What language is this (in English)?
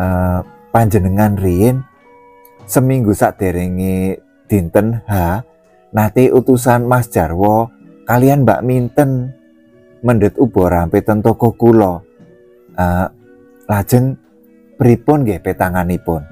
Javanese